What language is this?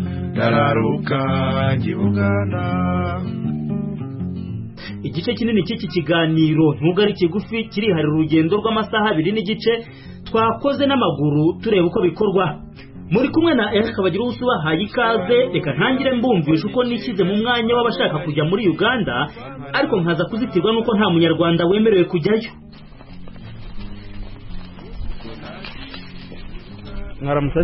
Kinyarwanda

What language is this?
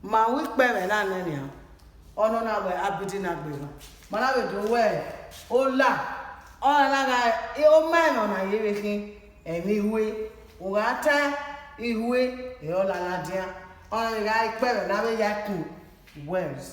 Bini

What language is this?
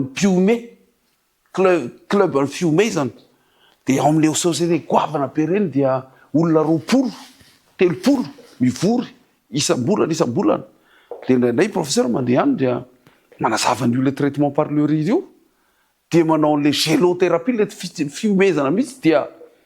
Malagasy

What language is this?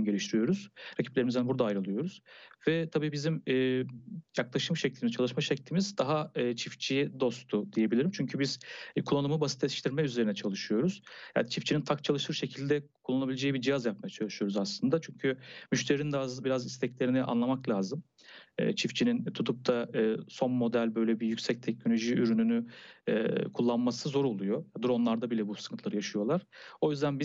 Turkish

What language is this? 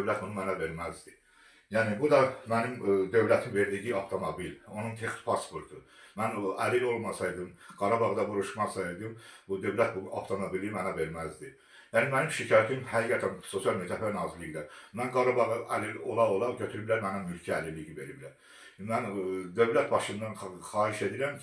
Azerbaijani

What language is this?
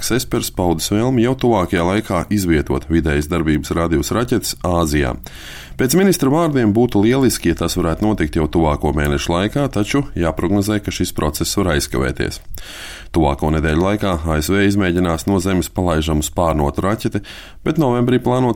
Latvian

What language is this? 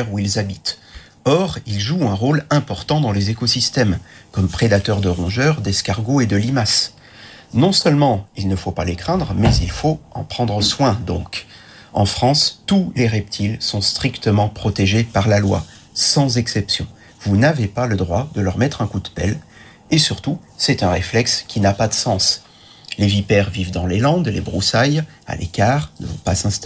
French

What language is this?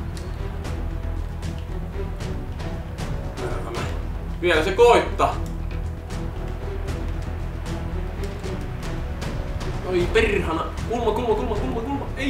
Finnish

